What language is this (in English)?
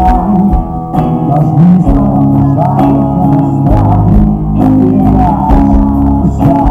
Slovak